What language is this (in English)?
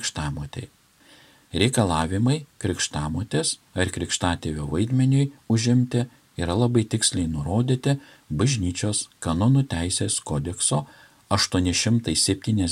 Lithuanian